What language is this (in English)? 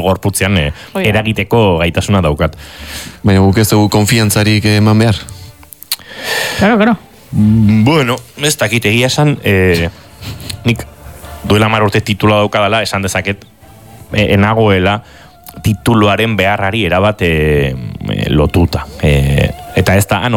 Basque